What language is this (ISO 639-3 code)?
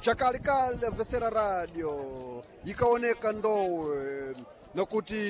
seh